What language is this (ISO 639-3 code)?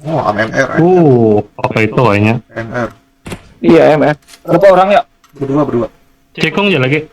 bjn